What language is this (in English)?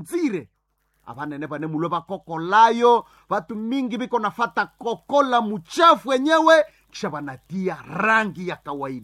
Nande